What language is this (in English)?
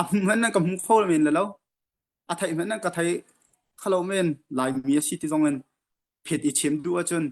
Hakha Chin